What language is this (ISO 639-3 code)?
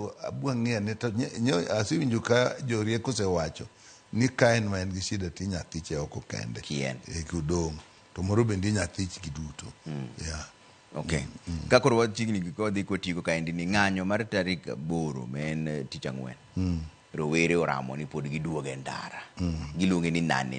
luo